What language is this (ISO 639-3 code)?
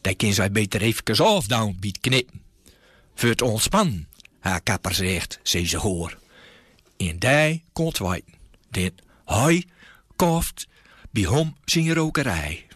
gos